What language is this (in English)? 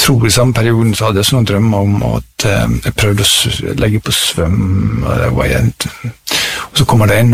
Norwegian